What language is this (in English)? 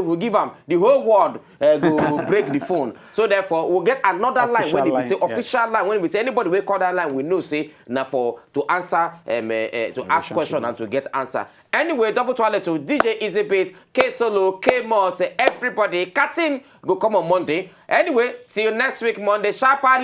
Nigerian Pidgin